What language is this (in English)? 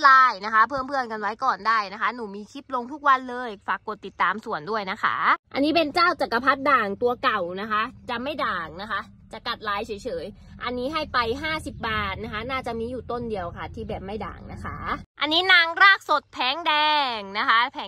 Thai